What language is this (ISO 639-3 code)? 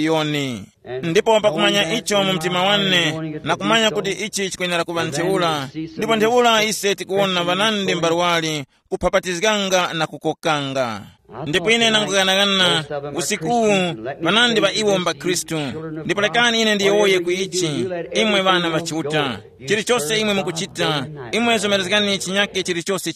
tum